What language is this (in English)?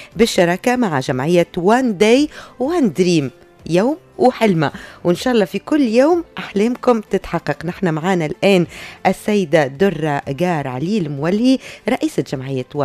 Tunisian Arabic